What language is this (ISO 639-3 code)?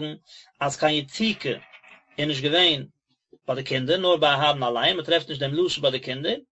yid